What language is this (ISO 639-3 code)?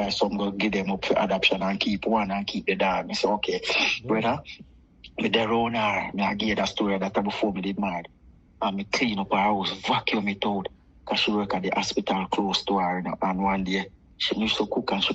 jam